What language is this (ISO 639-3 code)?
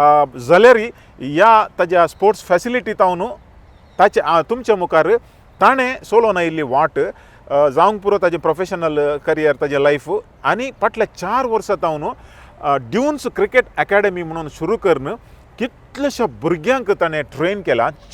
kok